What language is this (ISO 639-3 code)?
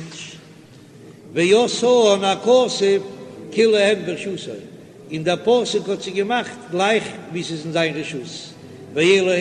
yid